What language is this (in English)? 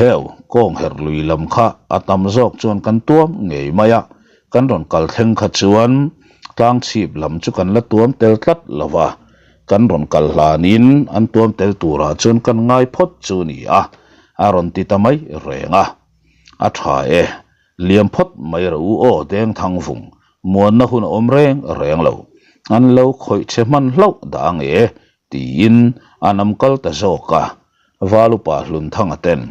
Mizo